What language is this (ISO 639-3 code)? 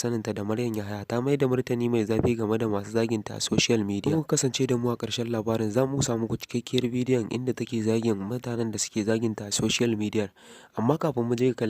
hau